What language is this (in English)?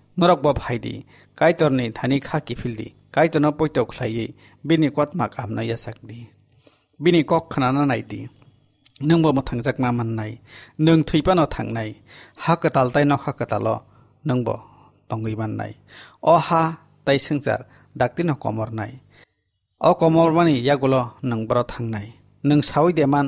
Kok Borok